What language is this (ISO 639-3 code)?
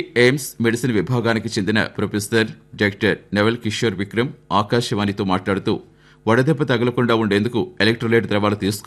tel